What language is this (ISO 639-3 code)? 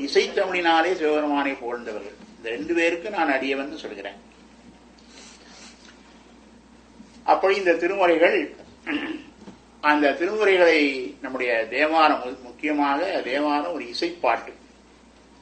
tam